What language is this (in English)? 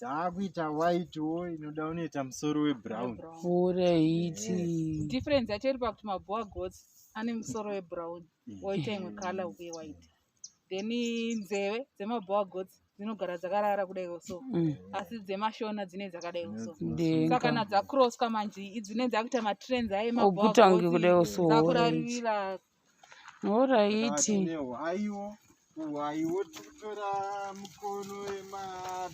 Shona